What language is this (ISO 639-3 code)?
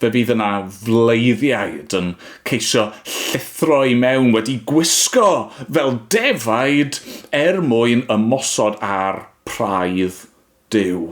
cym